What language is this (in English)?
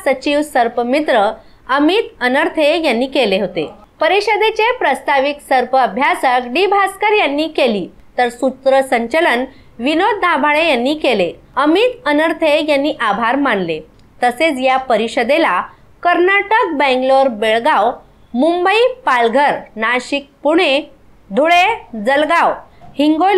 Marathi